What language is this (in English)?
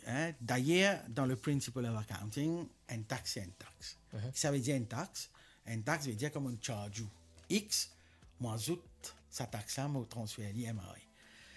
Morisyen